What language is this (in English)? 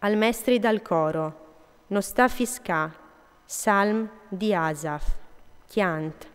Friulian